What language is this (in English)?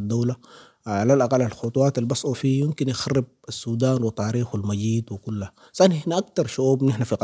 Sudanese Arabic